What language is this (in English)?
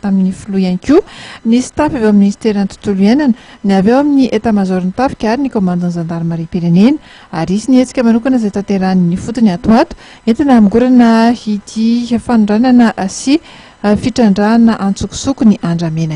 Malagasy